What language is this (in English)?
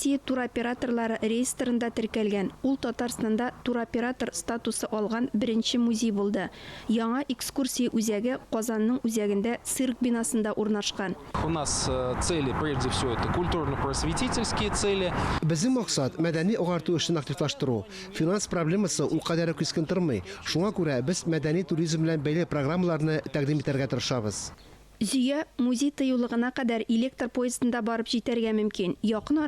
Tatar